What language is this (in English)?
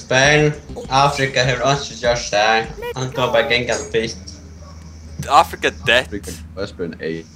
Faroese